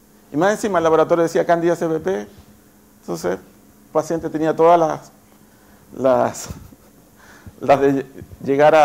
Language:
Spanish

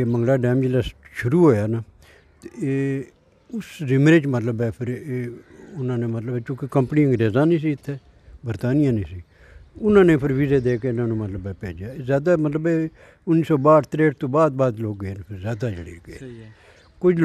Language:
Pahari-Potwari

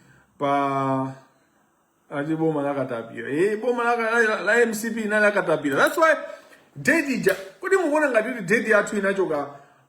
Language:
Nyanja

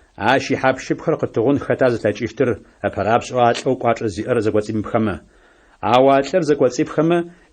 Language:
Adyghe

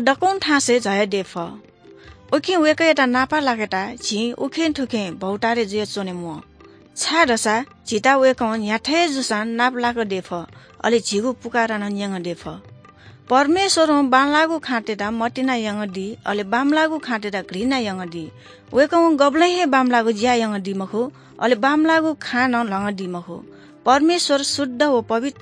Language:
Newari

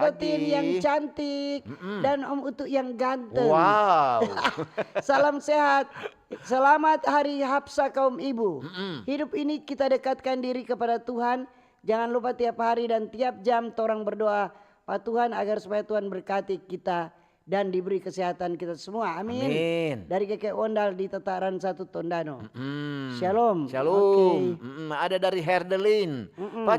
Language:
Manado Malay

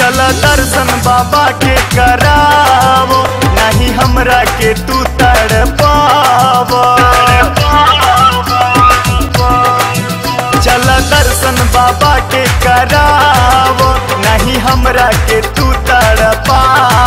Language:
Bhojpuri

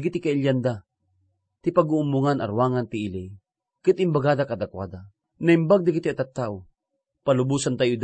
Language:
Iloko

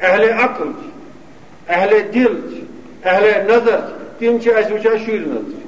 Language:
Kashmiri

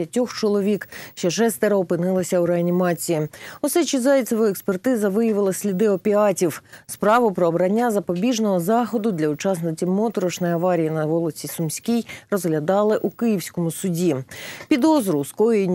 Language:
Ukrainian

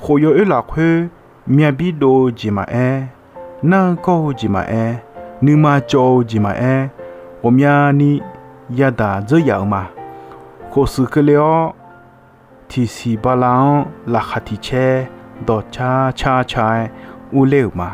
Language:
Akha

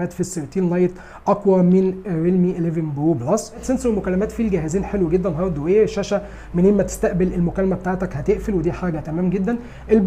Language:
Egyptian Arabic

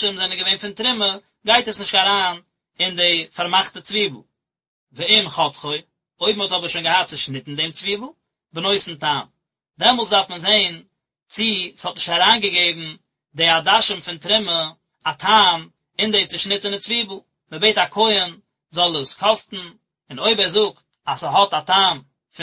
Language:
Yiddish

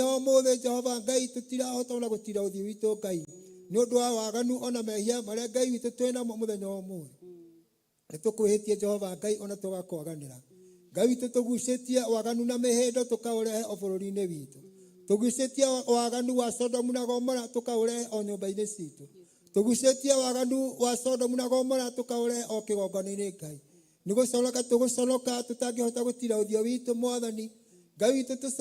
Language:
Kikuyu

